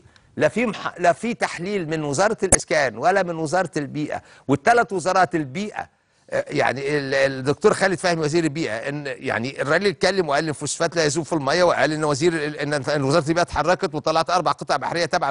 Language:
Egyptian Arabic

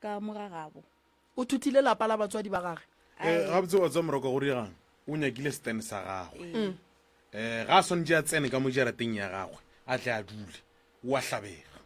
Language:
Northern Sotho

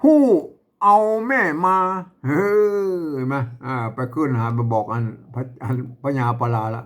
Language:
Northern Thai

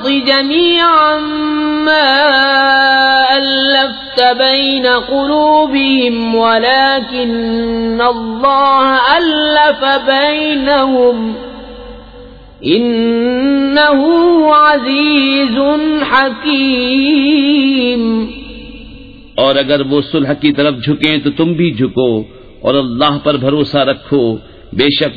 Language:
Urdu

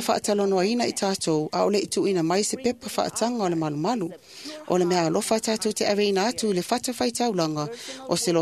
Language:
Samoan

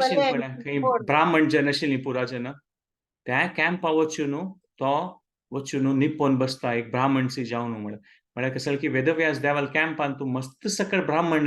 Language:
Konkani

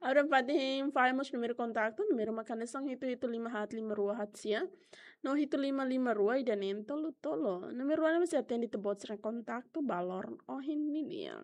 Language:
Tetum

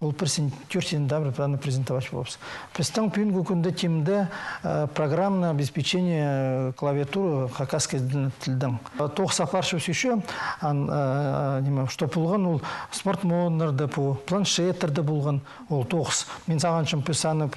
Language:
Khakas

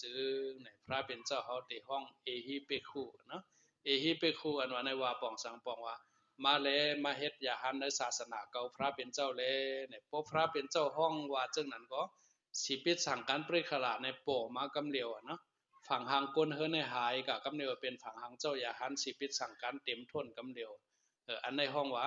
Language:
Shan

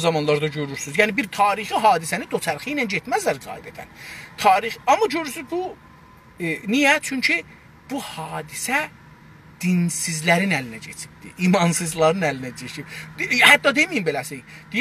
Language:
South Azerbaijani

